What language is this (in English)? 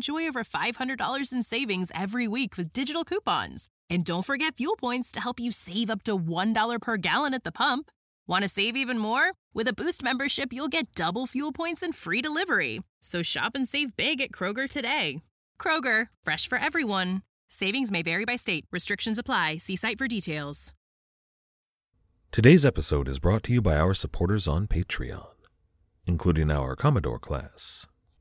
English